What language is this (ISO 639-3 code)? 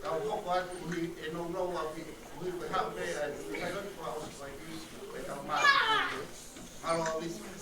ton